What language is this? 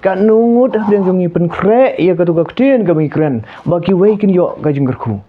Khasi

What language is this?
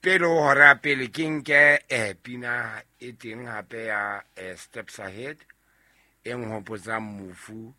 Southern Sotho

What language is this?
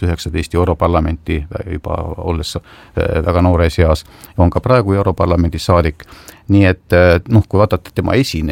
Estonian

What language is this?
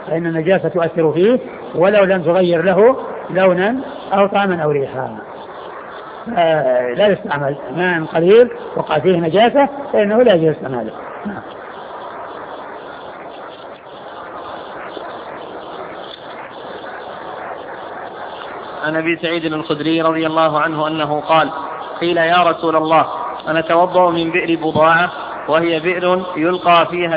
Arabic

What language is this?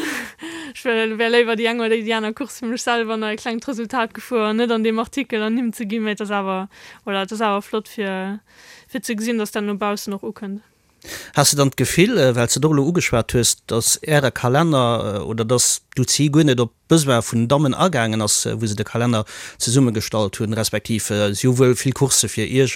Luxembourgish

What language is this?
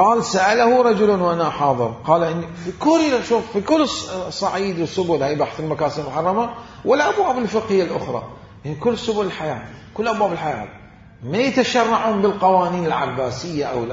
Mesopotamian Arabic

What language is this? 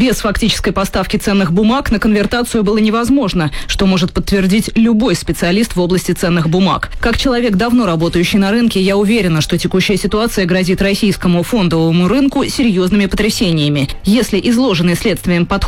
Russian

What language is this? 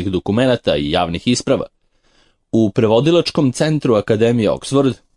Serbian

